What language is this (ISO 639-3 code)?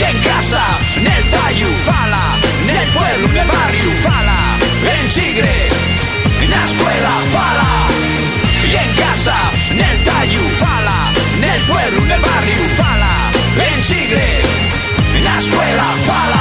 ast